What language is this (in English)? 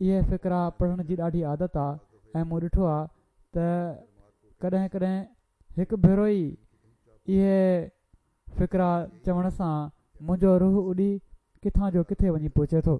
Sindhi